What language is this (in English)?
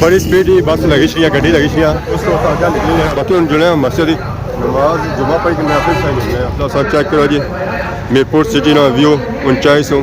Pahari-Potwari